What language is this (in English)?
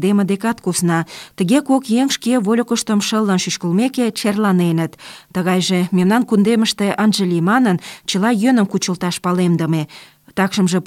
Mari